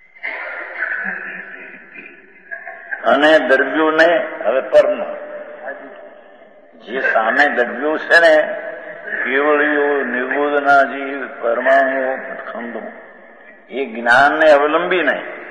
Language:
Gujarati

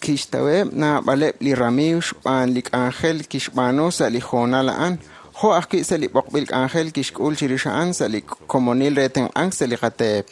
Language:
Kekchí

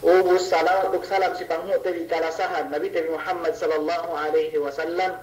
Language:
Yakan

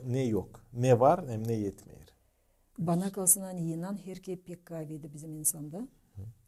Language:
Gagauz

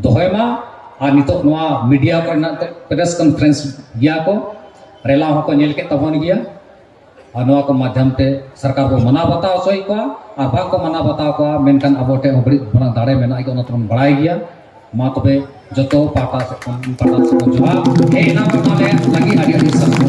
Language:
Santali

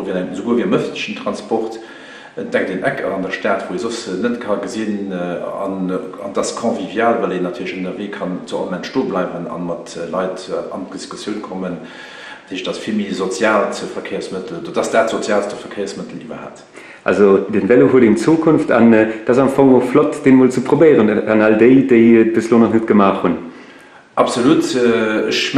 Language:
Luxembourgish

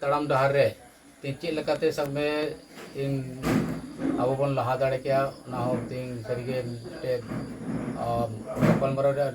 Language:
Santali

